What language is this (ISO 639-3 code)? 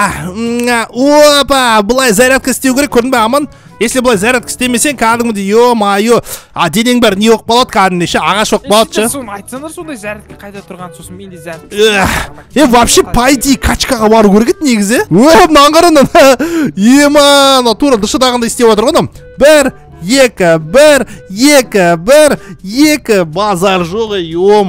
kaz